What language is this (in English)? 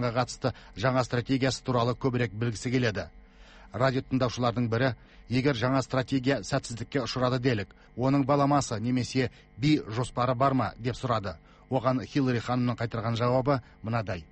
Kazakh